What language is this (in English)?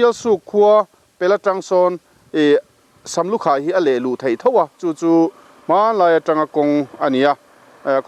Mizo